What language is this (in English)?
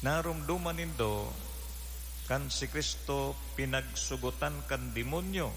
Bikol